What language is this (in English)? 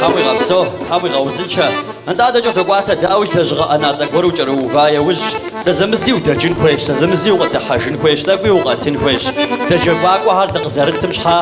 Kabardian